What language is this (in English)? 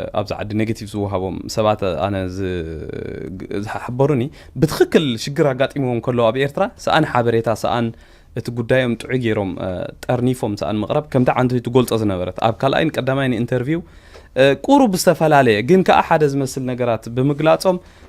Tigrinya